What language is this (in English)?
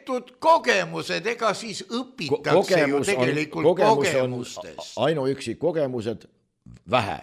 Estonian